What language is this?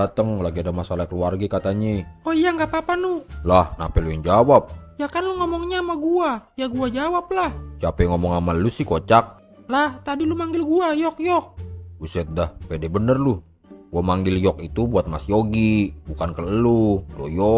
Betawi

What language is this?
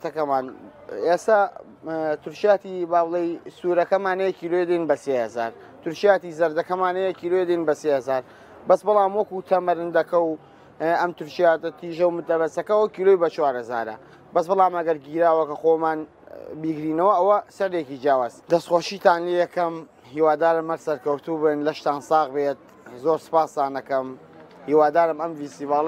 Central Kurdish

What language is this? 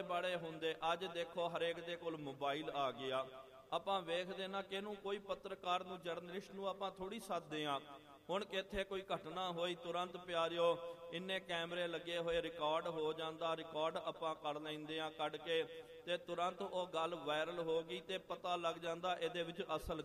Punjabi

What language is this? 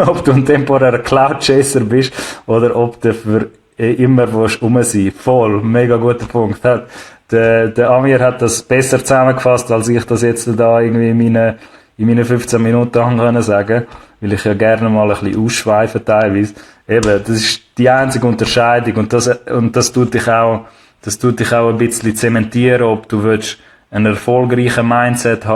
Swiss German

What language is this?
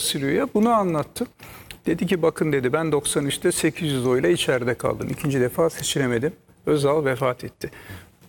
Turkish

